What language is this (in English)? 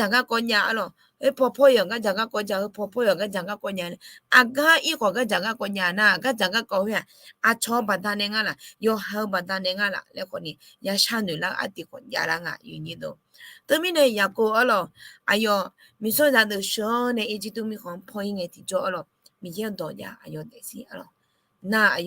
Akha